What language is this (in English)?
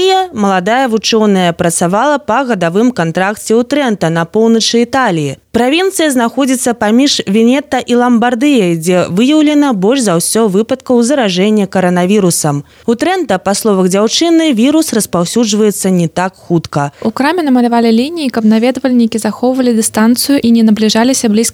Belarusian